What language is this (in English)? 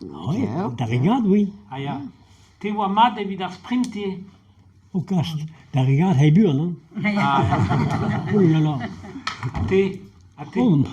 Breton